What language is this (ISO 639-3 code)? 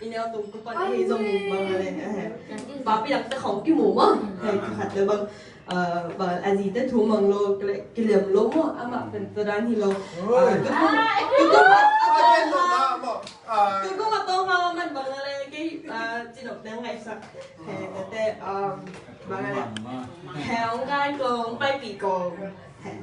ctd